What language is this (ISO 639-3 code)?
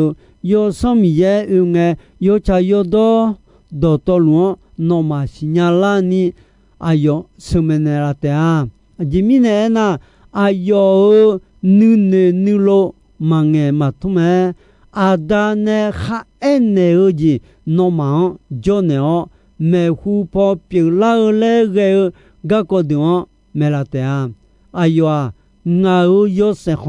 ahk